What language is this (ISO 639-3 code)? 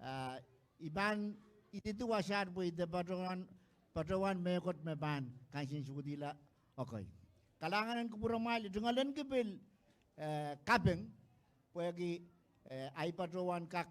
pon